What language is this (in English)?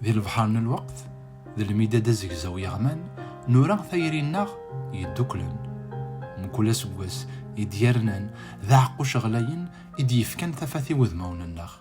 Kabyle